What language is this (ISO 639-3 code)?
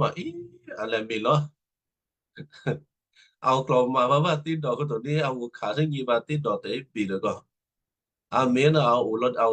kyu